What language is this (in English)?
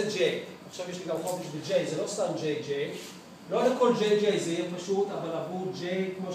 Hebrew